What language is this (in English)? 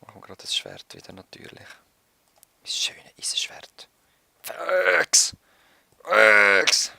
Swiss German